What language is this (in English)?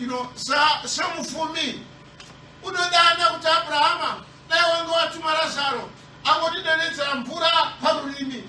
Shona